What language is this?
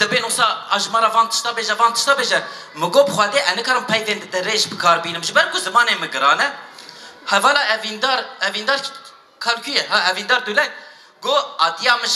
Kurdish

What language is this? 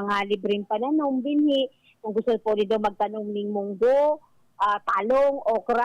Bikol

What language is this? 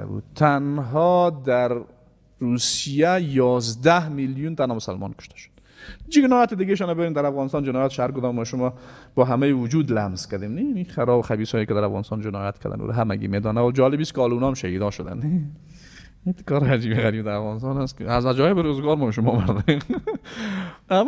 Persian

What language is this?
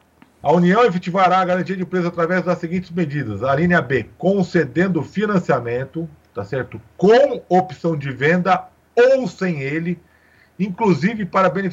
Portuguese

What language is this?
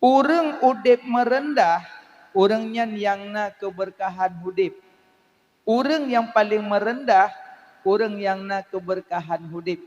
Achinese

